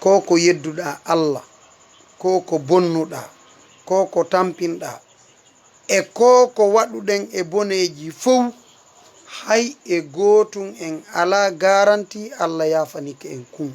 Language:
Fula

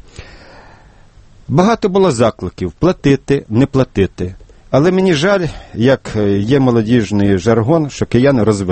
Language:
Ukrainian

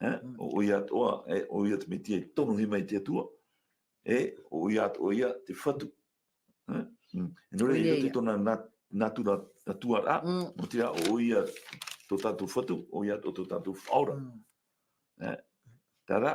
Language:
Tahitian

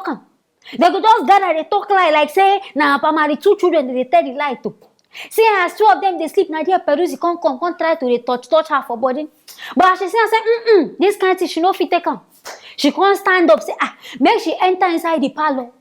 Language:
Nigerian Pidgin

